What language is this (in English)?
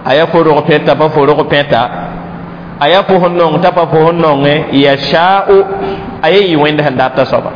Mossi